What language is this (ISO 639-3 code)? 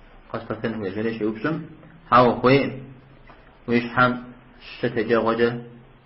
kbd